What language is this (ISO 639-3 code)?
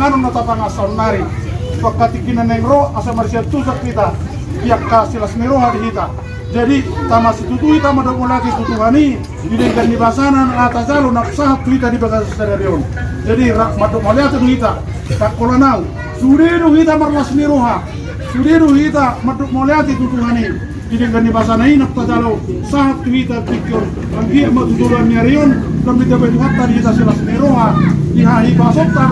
bbc